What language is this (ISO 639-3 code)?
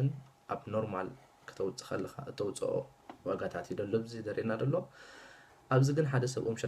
tir